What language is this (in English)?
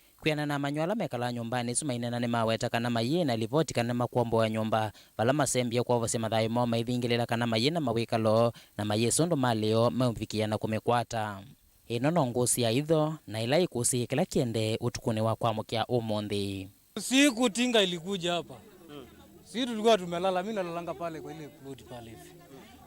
Kamba